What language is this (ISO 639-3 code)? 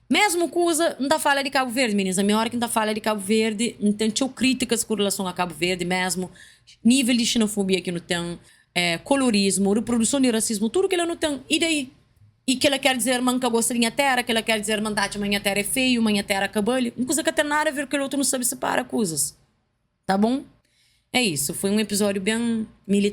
kea